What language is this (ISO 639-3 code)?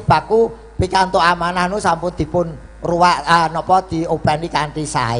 jav